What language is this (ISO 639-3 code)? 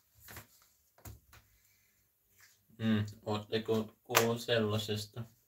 fin